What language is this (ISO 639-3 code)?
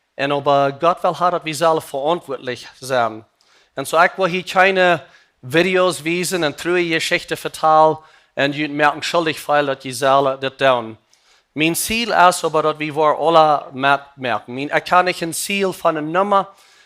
pdt